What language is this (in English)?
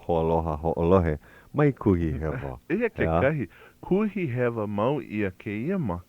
Hawaiian